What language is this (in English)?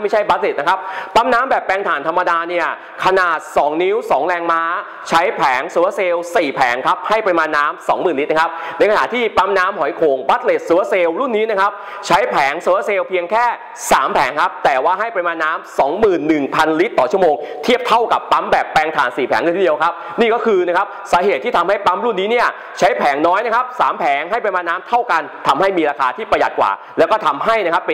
Thai